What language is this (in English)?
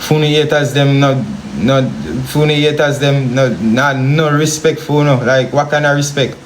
Jamaican Creole English